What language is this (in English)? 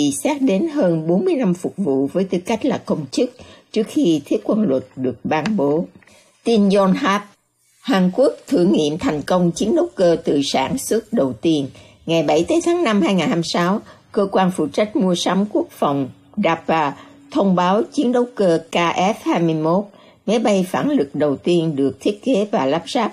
Vietnamese